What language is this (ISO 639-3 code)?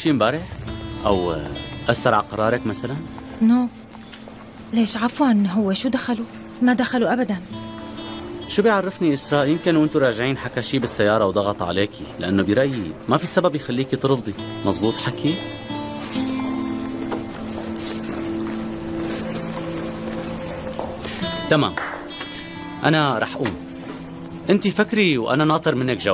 apc